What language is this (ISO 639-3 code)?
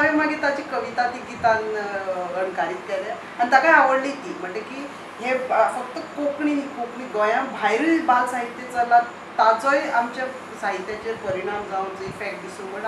kok